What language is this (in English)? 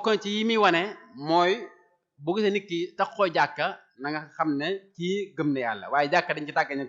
Wolof